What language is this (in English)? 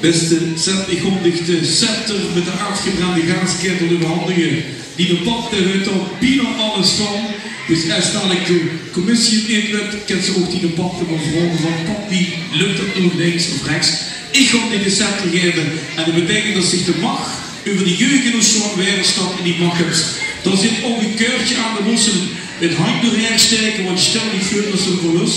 Limburgish